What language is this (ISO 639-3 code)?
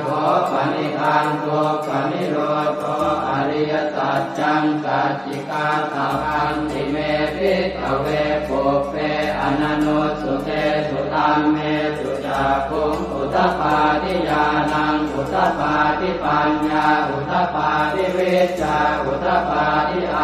pli